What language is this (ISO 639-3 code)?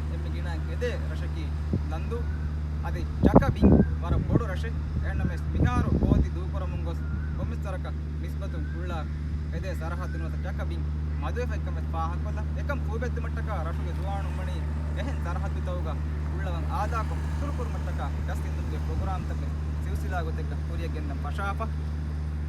div